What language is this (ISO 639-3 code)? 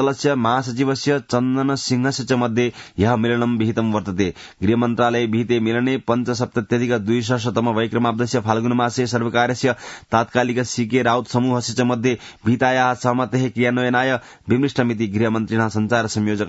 san